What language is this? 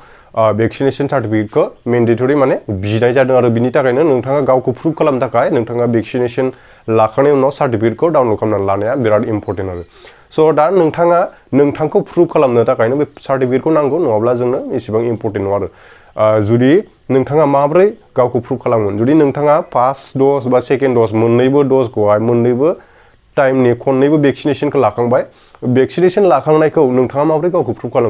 Bodo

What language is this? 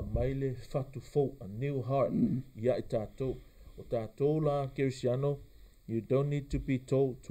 Samoan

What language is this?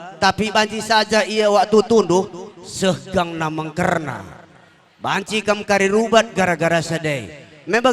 Batak Karo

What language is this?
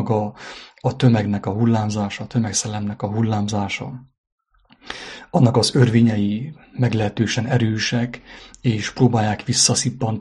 Hungarian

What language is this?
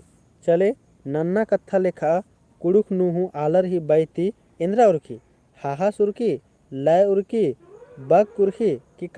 Kurukh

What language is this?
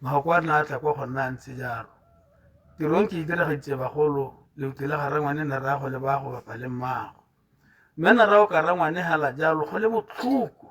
Tswana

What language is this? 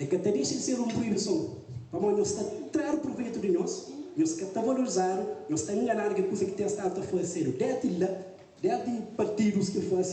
Kabuverdianu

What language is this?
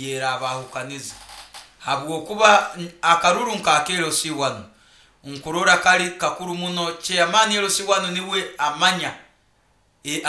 Nyoro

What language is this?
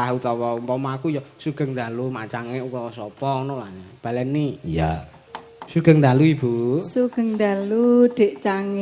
Javanese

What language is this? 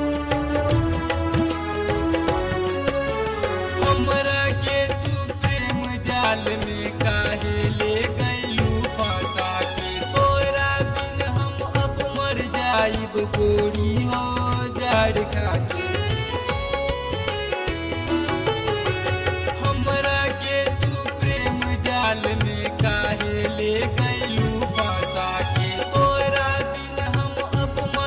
Bhojpuri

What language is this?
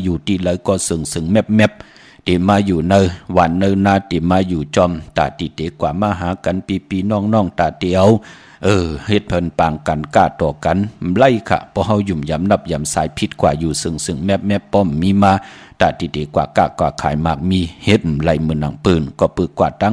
Shan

